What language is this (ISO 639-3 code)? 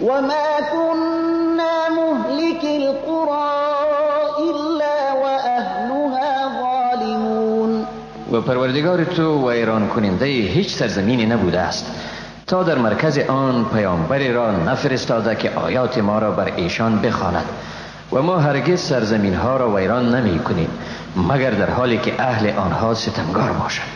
fas